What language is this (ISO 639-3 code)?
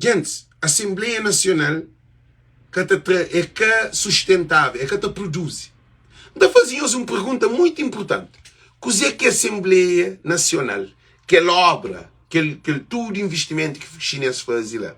kea